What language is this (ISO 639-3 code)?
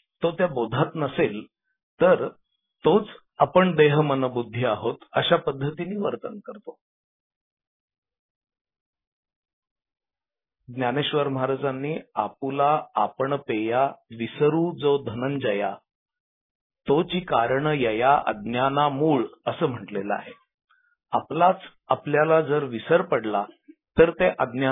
mar